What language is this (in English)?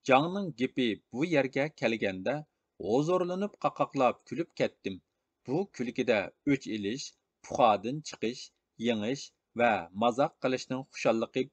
Uyghur